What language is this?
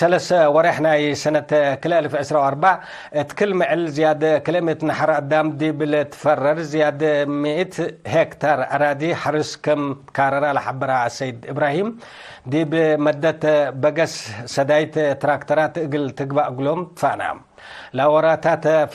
Tigre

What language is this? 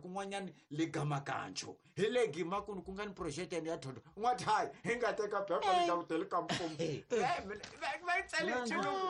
Tsonga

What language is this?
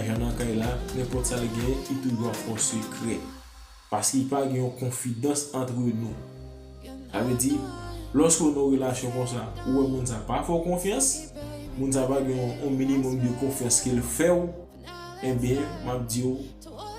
Haitian Creole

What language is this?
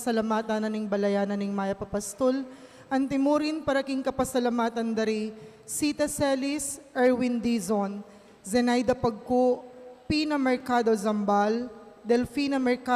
Pampanga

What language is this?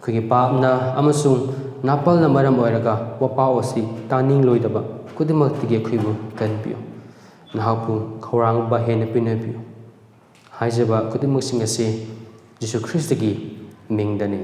Manipuri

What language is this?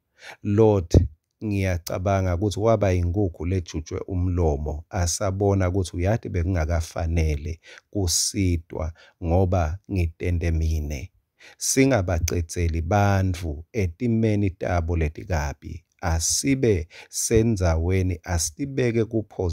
Swati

